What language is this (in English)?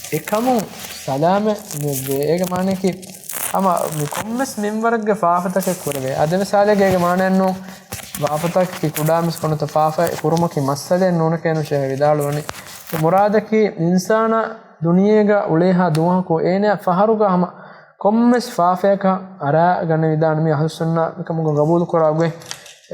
Divehi